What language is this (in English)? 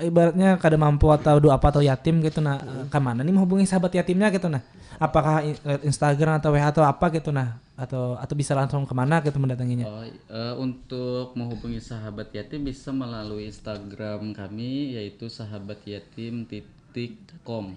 Banjar